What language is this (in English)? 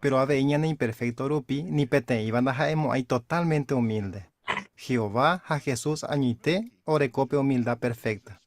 Guarani